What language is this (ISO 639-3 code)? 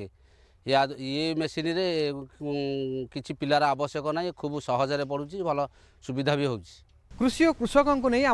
ori